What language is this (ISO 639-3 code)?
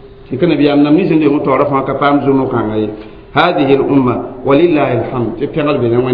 mos